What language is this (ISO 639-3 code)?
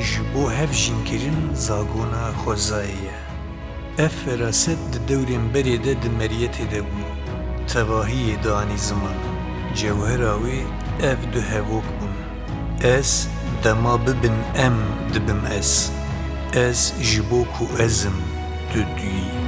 kur